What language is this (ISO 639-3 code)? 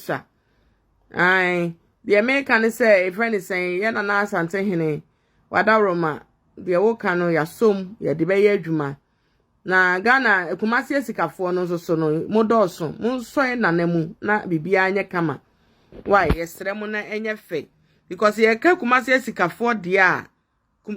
aka